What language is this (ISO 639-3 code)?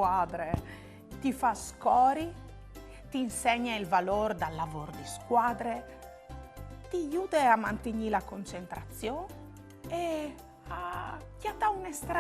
fur